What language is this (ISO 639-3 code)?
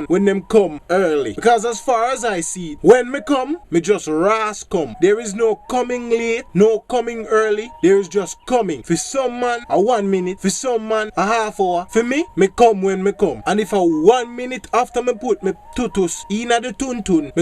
jam